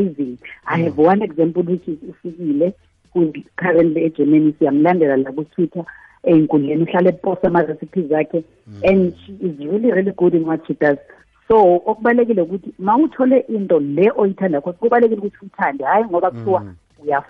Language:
South Ndebele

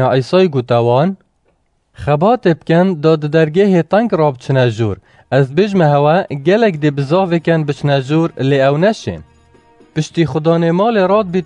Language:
Kurdish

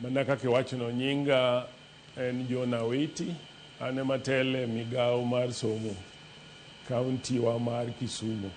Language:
Luo (Kenya and Tanzania)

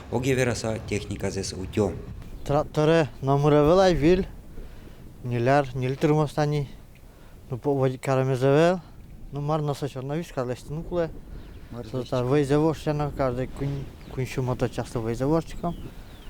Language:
Udmurt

